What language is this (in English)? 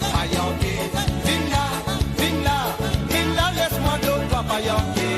Morisyen